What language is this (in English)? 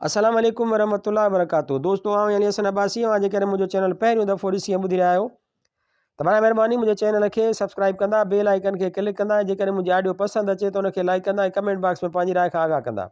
Sindhi